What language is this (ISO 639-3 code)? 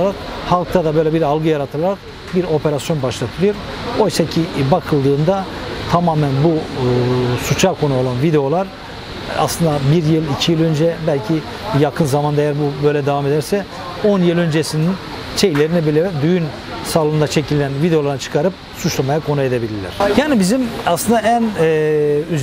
tur